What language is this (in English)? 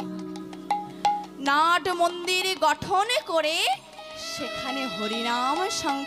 Bangla